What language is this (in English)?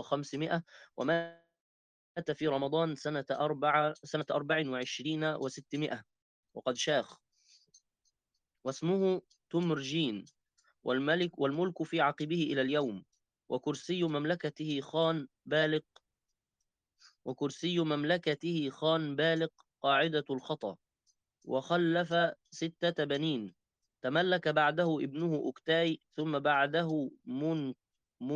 Arabic